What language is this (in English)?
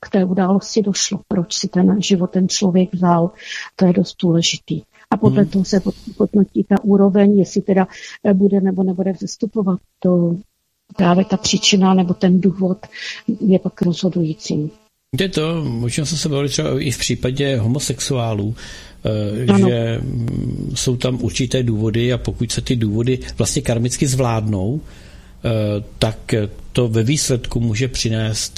Czech